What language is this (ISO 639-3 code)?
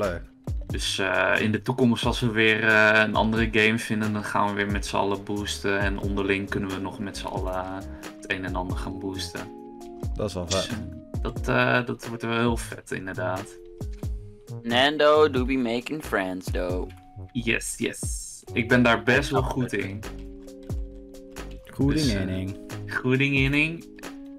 nld